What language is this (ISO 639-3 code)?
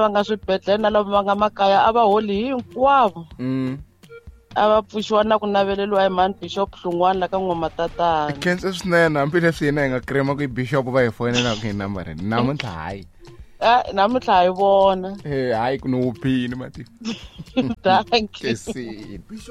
tso